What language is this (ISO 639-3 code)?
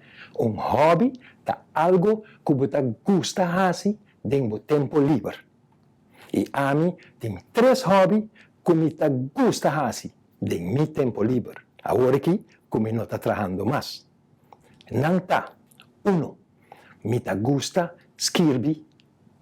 pap